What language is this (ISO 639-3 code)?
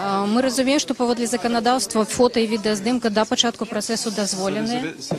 bel